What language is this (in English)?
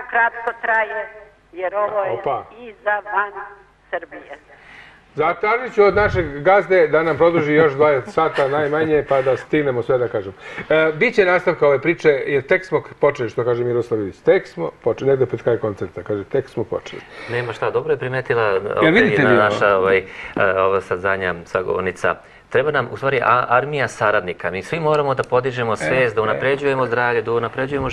Serbian